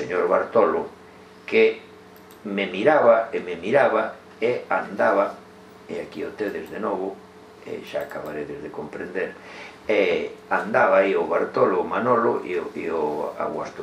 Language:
Galician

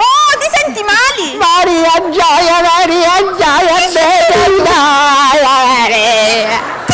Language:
Sicilian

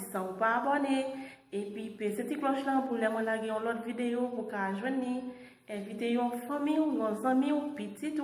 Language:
Haitian Creole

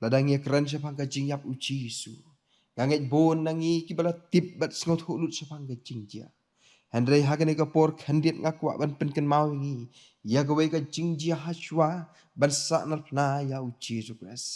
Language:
Khasi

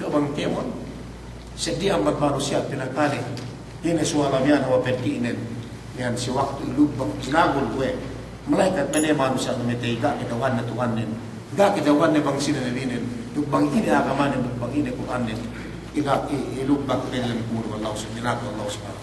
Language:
Yakan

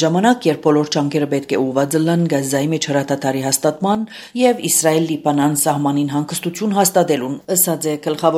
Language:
Armenian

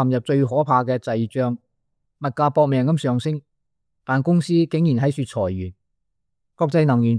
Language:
Cantonese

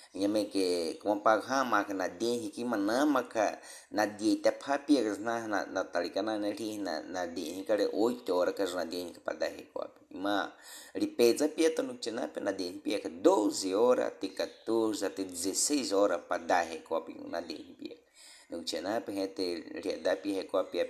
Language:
Baniwa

